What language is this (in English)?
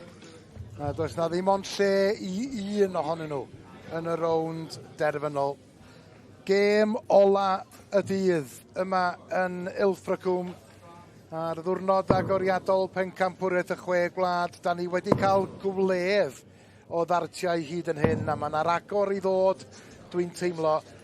Welsh